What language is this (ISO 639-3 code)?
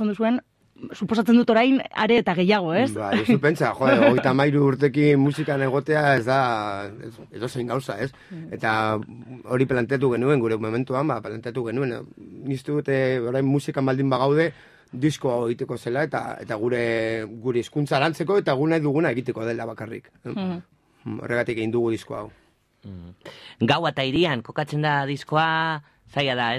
eus